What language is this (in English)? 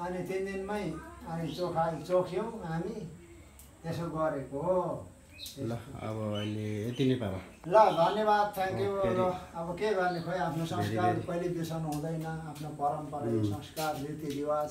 Nepali